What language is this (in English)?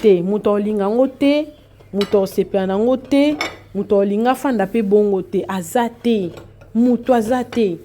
Lingala